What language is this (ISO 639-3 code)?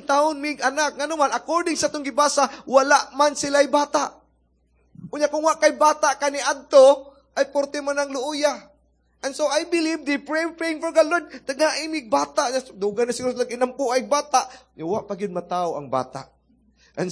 ceb